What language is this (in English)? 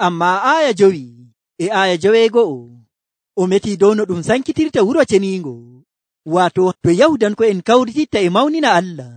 Nigerian Fulfulde